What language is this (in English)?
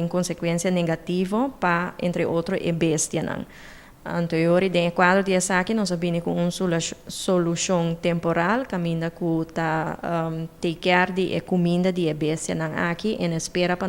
Papiamento